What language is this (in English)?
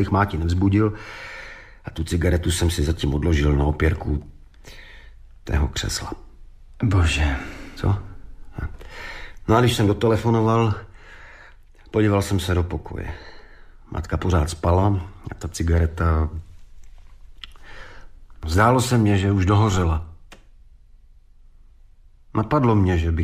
Czech